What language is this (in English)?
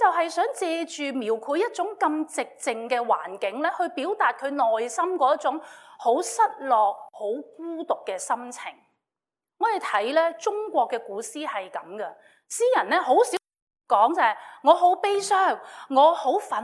Cantonese